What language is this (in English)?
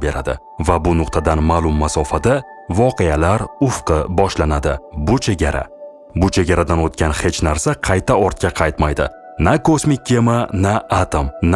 Uzbek